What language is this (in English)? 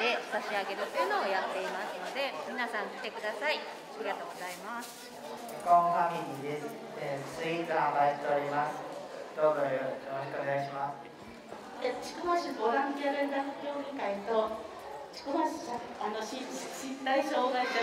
Japanese